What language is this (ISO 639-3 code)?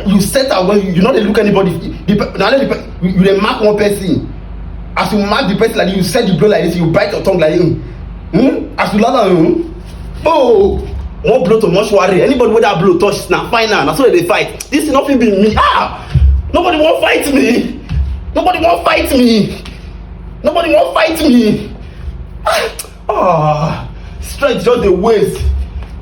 pcm